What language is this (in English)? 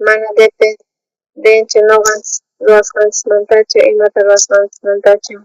South Bolivian Quechua